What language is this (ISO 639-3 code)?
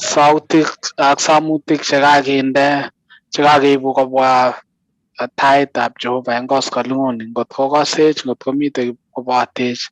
kln